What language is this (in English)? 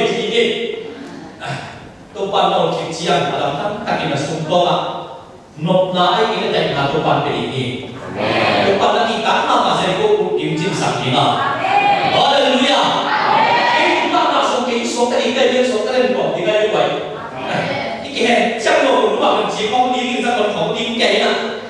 Vietnamese